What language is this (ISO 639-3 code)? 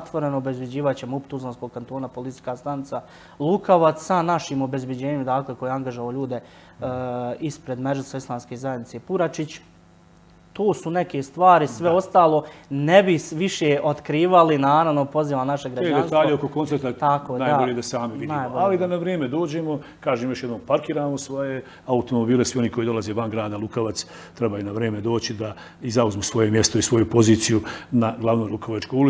bos